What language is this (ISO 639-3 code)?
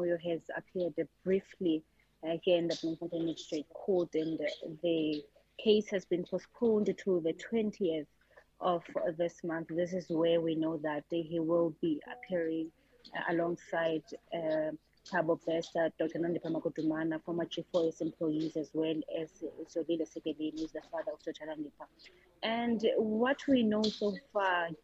eng